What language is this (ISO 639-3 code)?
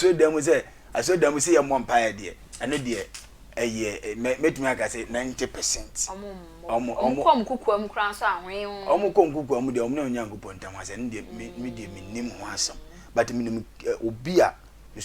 aka